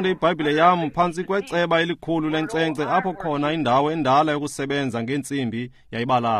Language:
Xhosa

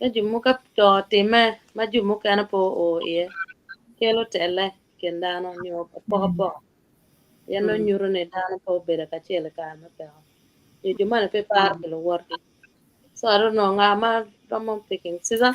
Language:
Acoli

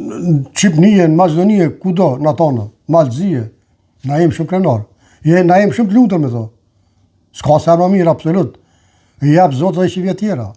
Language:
Albanian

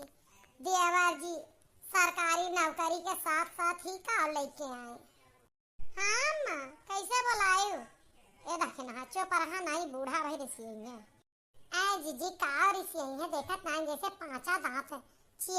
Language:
Awadhi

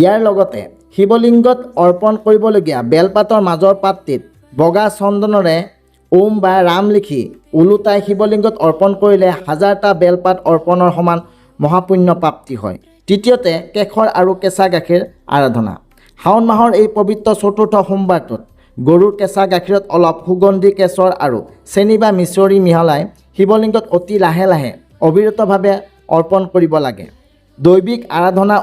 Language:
Assamese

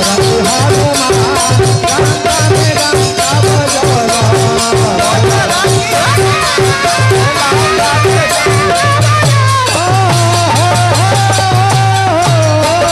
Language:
Bhojpuri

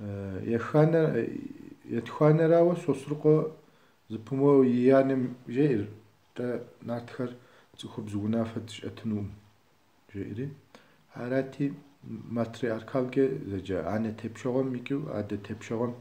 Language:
Kabardian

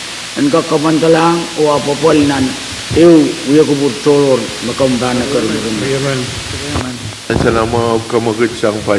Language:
Pohnpeian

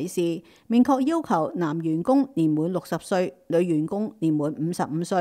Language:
Cantonese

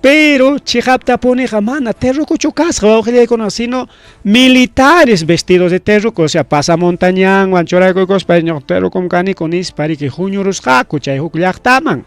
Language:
Ayacucho Quechua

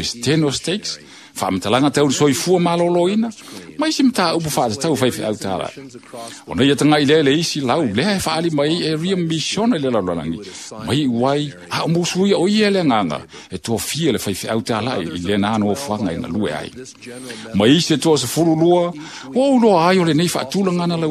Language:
Samoan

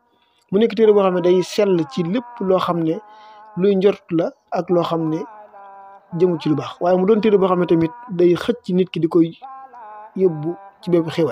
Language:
Wolof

